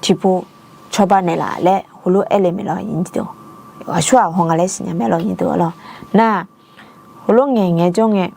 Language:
Akha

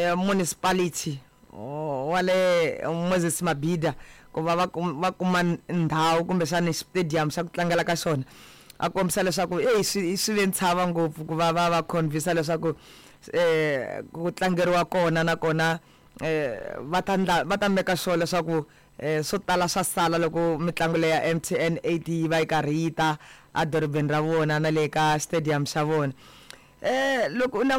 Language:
Tsonga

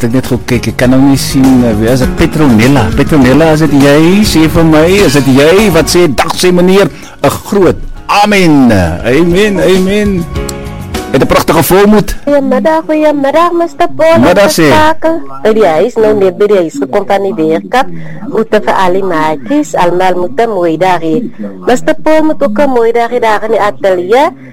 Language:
Afrikaans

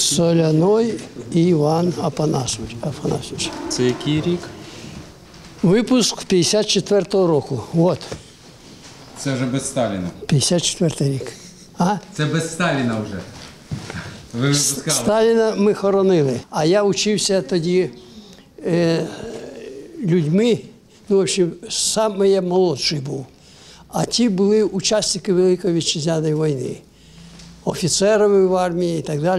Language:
Ukrainian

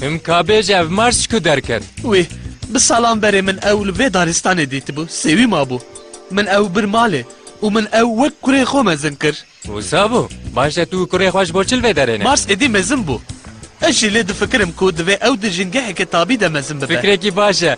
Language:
Kurdish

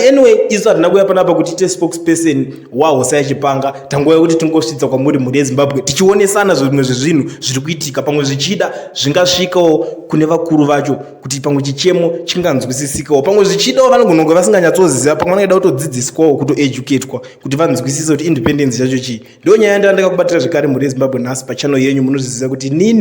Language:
Shona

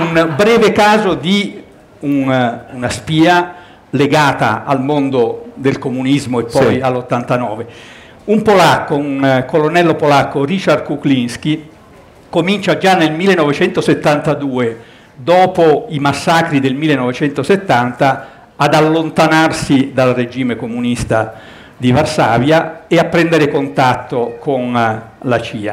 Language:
Italian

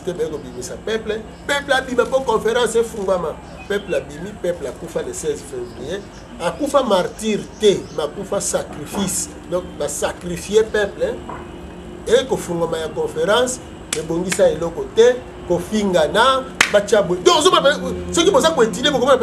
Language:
Lingala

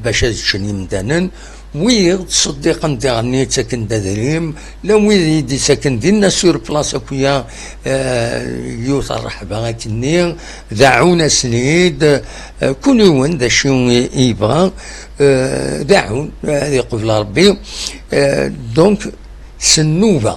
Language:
Kabyle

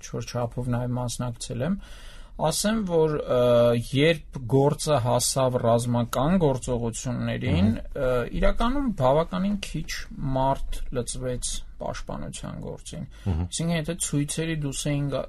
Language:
Armenian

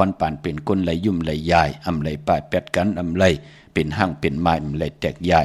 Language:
Shan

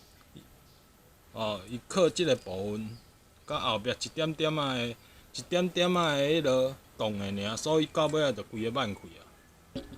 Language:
Min Nan Chinese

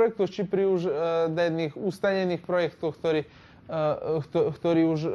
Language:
Rusyn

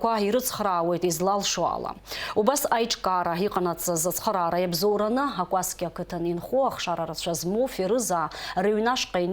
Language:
Abkhazian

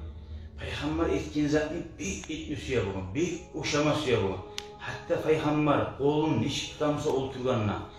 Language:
Kumyk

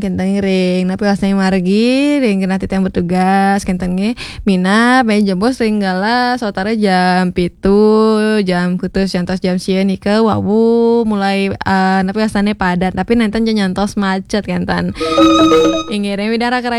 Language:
Balinese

